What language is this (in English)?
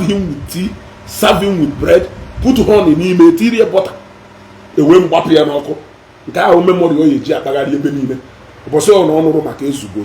Igbo